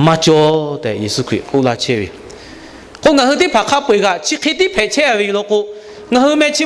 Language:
Lahu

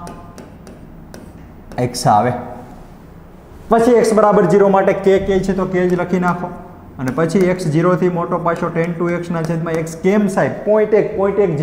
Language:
Gujarati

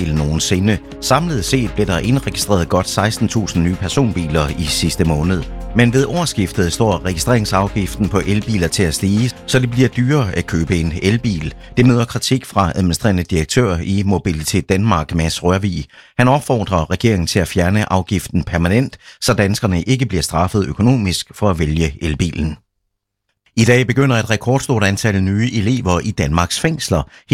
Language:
Danish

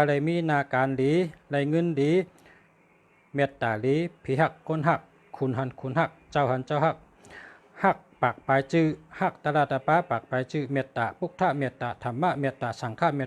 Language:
Shan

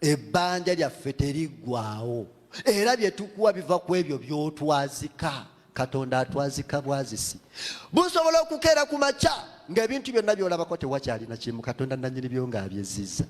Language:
Ganda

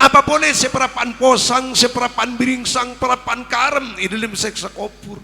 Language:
Madurese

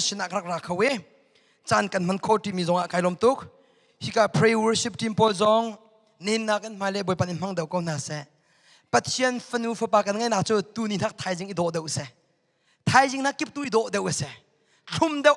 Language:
Hakha Chin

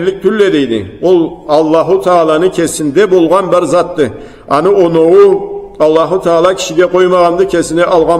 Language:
Karachay-Balkar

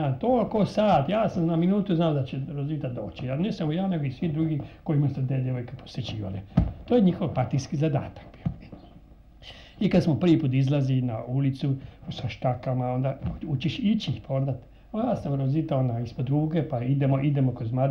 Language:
Croatian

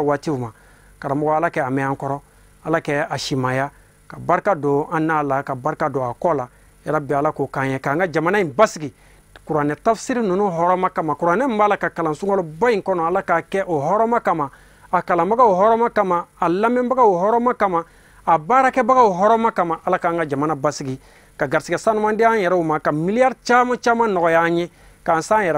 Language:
Bambara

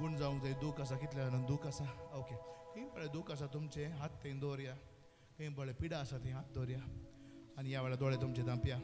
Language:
Konkani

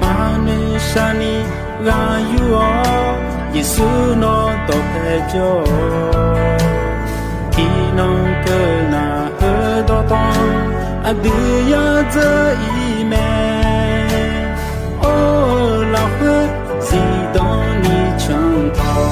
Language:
Akha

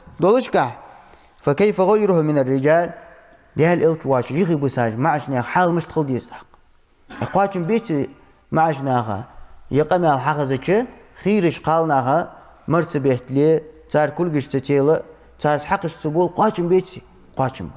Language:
Ingush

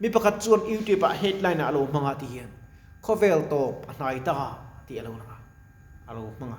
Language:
Mizo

